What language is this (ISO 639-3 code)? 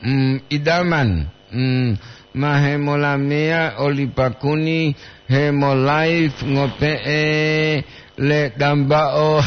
gor